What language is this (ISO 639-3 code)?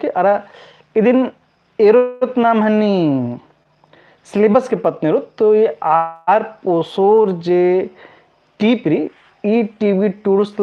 kru